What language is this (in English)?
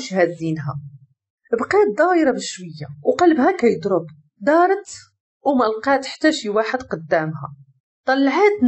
Moroccan Arabic